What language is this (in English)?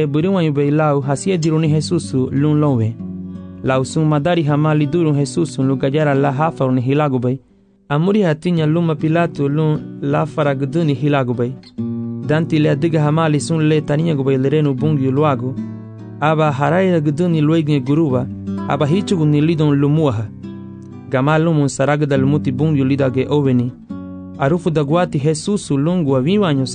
Garifuna